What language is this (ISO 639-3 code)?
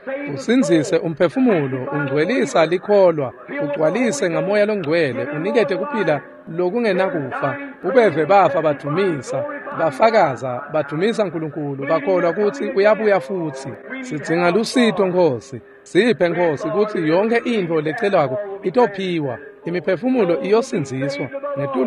ssw